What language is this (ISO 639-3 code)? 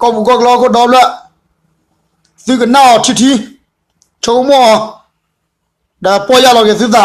ksw